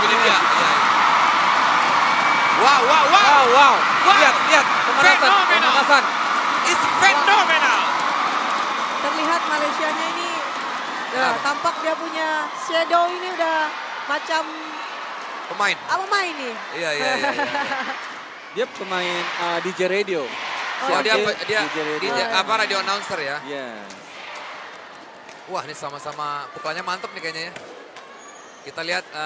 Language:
Indonesian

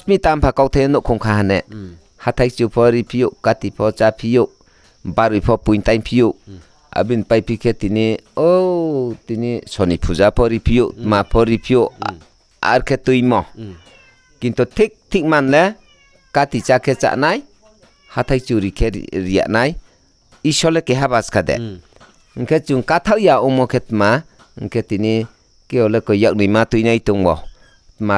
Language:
Riang (India)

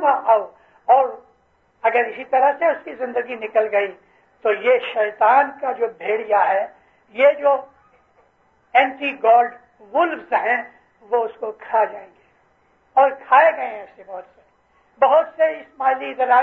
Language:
Urdu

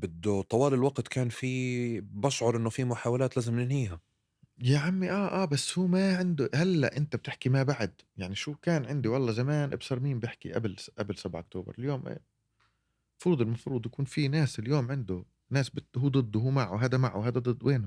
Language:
North Levantine Arabic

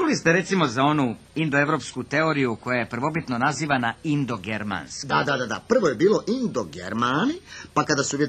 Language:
Serbian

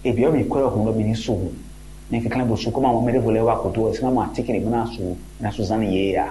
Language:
Fon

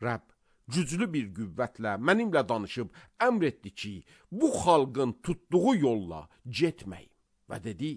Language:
Azerbaijani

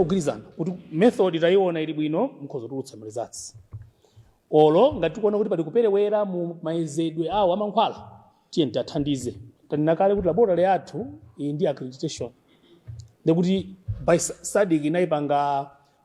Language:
Nyanja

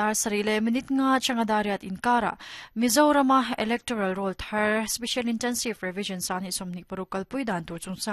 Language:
Mizo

